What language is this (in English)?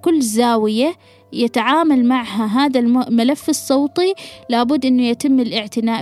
Gulf Arabic